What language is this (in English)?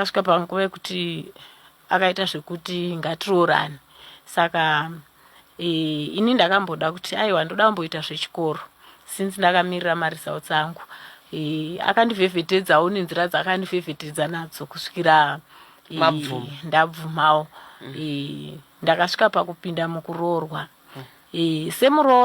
Shona